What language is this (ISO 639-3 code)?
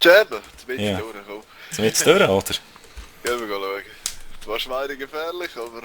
gsw